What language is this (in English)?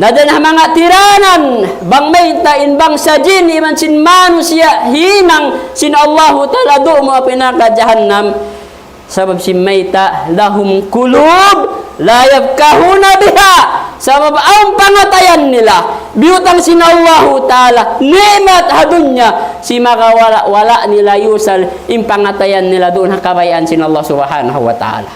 Tausug